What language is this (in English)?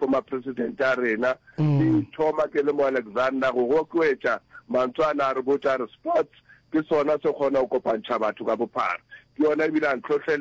Northern Sotho